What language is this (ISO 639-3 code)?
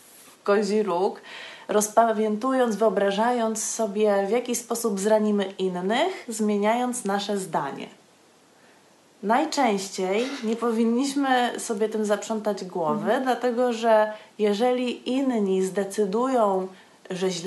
pol